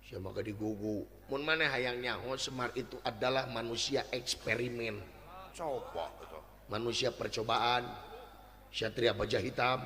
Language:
Sundanese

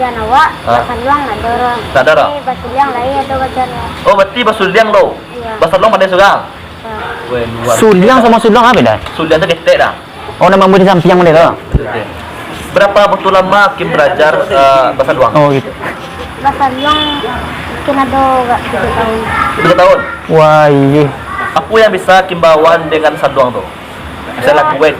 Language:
Minangkabau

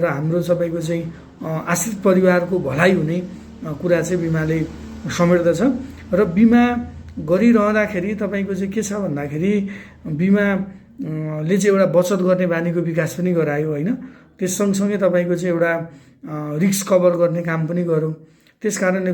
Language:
Nepali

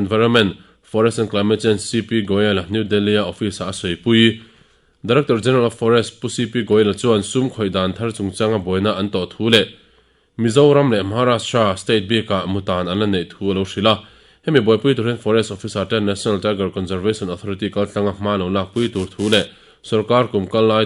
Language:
Mizo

